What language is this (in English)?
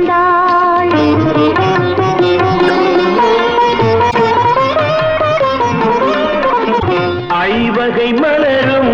Tamil